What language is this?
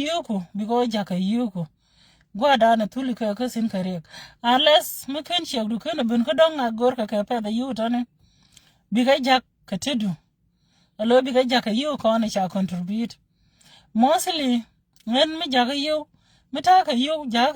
Nuer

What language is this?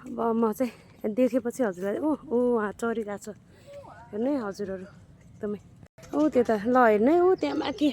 Nepali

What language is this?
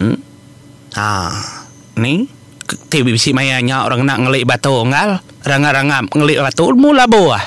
Iban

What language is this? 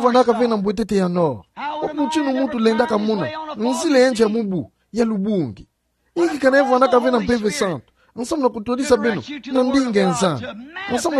Kituba (Democratic Republic of Congo)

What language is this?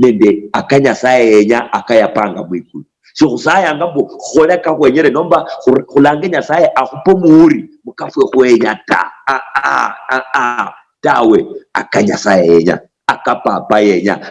Luyia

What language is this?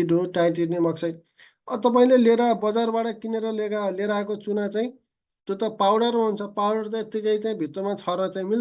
Nepali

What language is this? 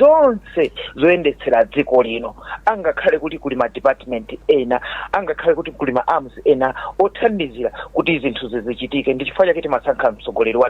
Nyanja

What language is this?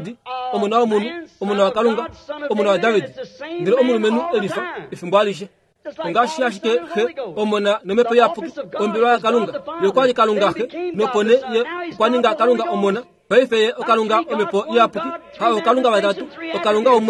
Kuanyama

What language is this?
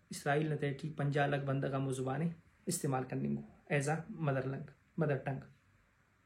Brahui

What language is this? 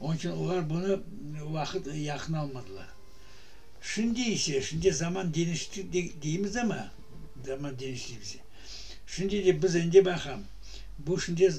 Crimean Tatar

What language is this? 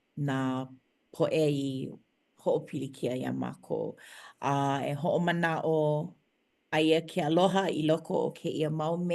Hawaiian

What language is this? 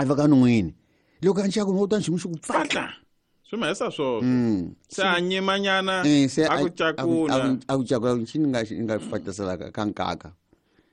Tsonga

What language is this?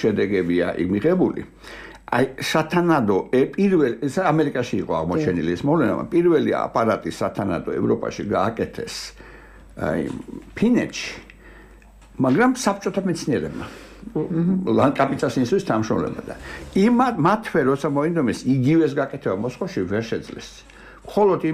Georgian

